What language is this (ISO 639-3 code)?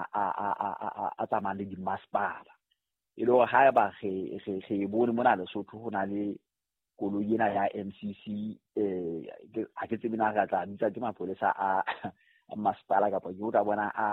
sot